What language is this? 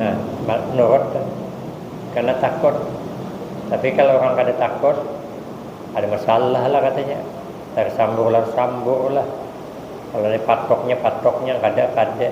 Banjar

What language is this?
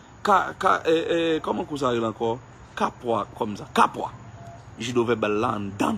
Haitian Creole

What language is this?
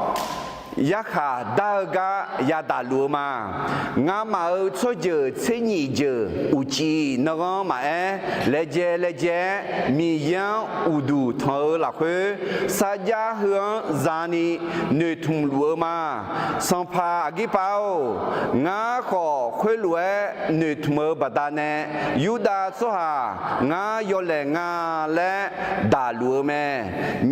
Akha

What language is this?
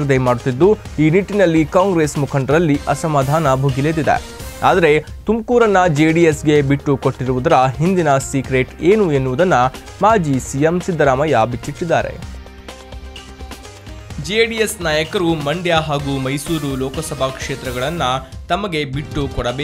Kannada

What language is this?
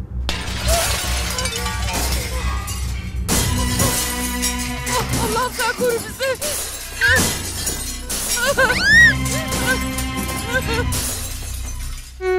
Turkish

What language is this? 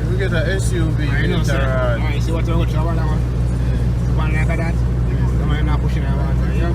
Jamaican Creole English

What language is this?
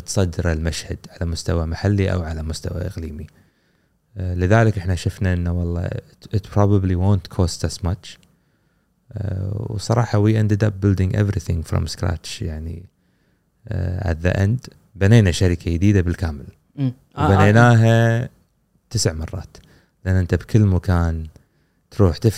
Gulf Arabic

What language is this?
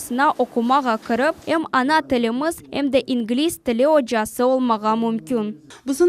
Crimean Tatar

